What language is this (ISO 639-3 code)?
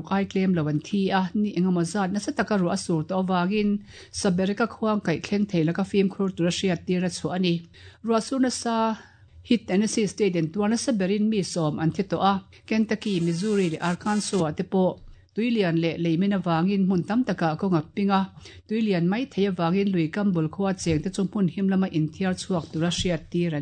lus